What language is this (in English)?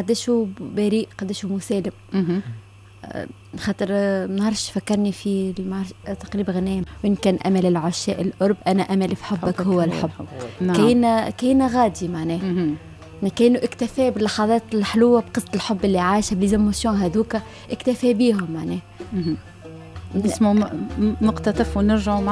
Tunisian Arabic